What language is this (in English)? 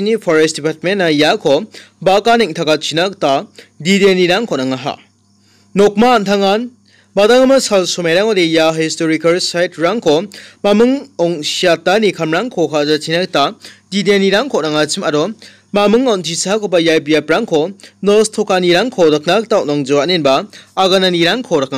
Garo